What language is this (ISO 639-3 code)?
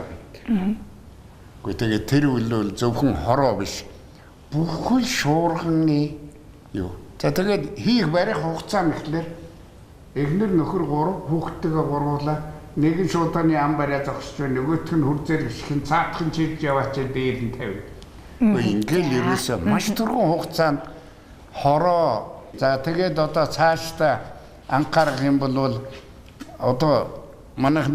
mon